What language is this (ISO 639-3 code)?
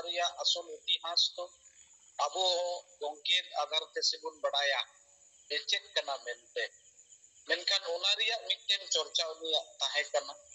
sat